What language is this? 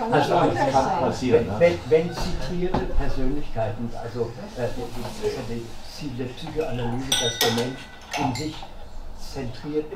German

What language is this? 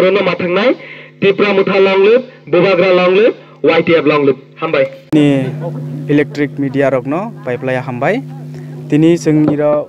Kok Borok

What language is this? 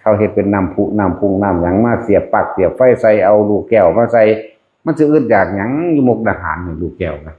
Northeastern Thai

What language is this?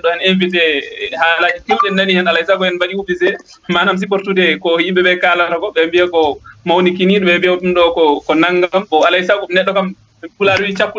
Fula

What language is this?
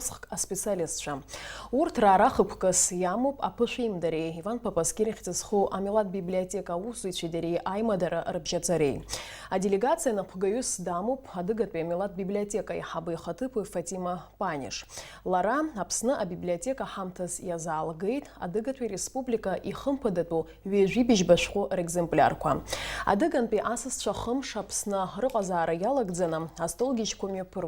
Abkhazian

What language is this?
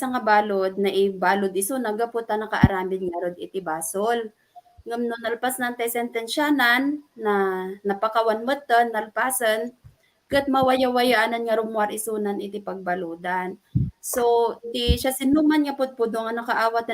Iloko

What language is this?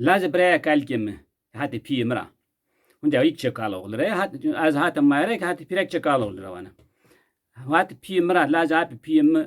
Zaza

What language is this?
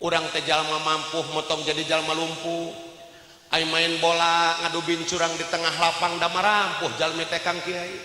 Sundanese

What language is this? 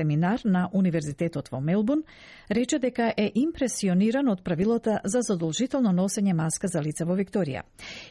Macedonian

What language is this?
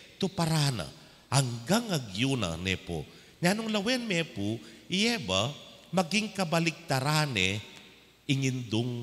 Pampanga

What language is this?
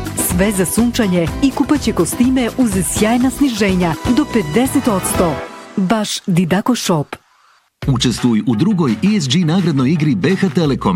Bosnian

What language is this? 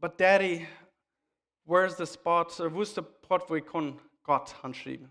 Plautdietsch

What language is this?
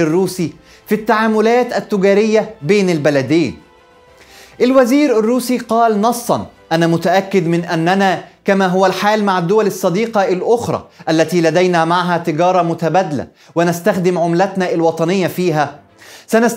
Arabic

